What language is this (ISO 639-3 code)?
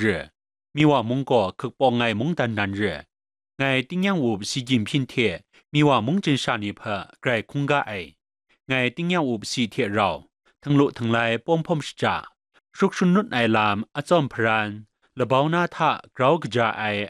kac